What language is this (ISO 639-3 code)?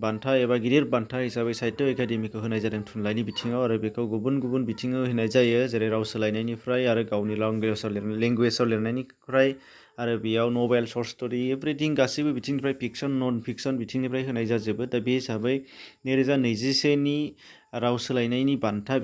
brx